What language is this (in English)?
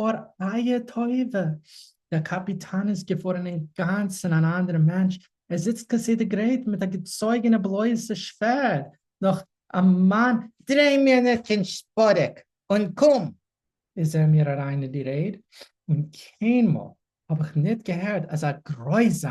Yiddish